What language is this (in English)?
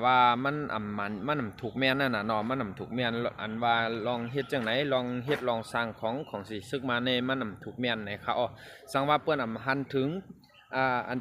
Shan